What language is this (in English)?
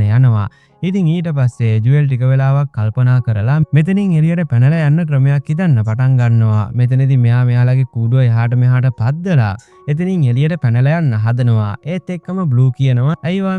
Sinhala